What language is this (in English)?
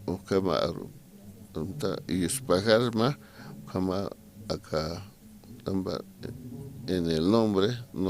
Aymara